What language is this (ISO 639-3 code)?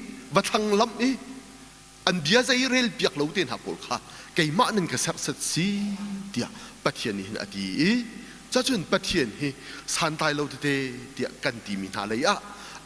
cnh